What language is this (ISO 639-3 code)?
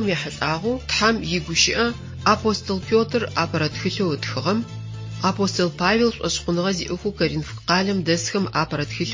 ady